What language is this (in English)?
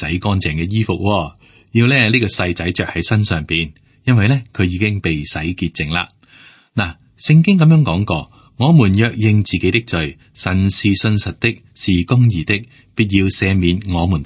Cantonese